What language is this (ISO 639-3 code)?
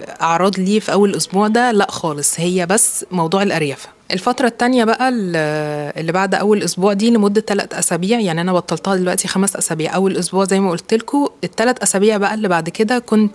arz